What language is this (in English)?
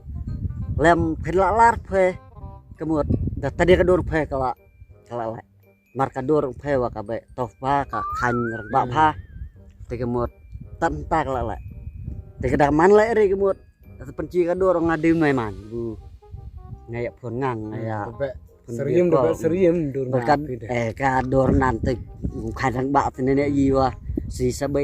Khasi